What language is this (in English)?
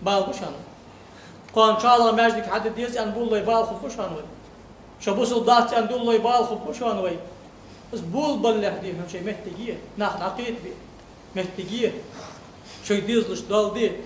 Ingush